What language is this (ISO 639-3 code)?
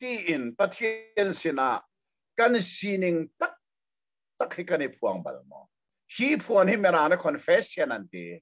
cnh